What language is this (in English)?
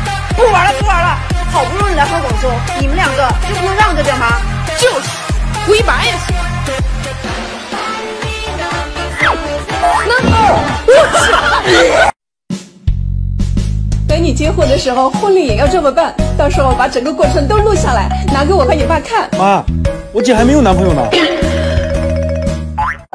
Chinese